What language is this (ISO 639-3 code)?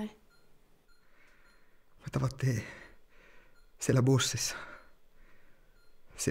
fin